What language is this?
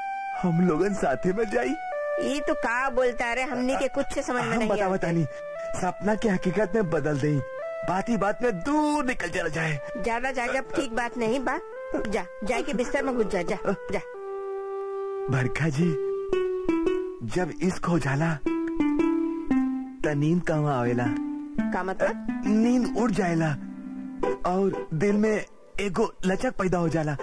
Bhojpuri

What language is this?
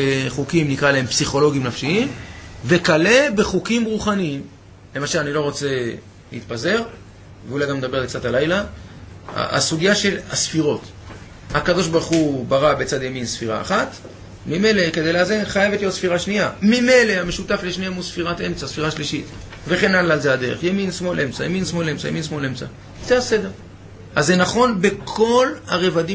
Hebrew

